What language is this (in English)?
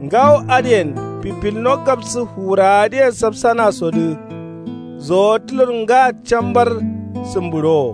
Kanuri